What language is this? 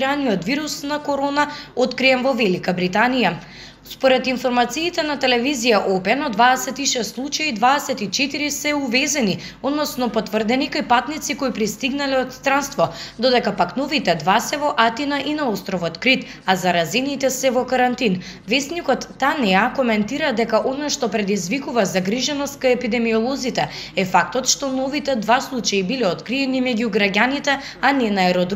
Macedonian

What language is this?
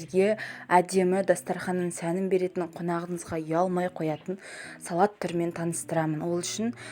Kazakh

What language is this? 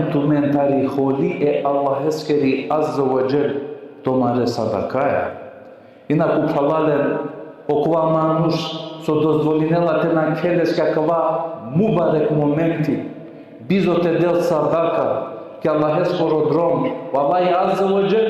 Balkan Romani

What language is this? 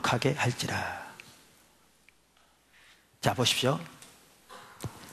Korean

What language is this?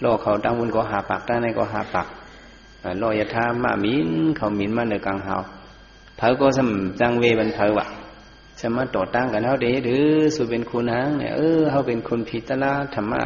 Shan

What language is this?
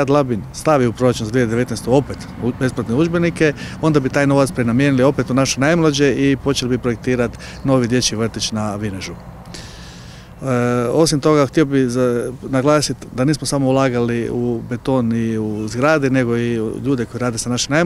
Croatian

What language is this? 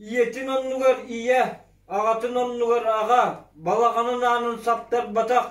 Yakut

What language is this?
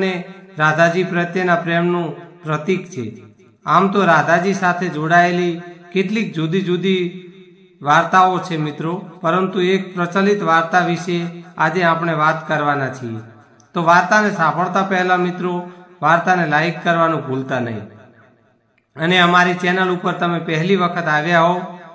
Gujarati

